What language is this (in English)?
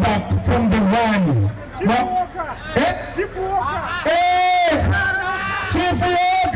Nyoro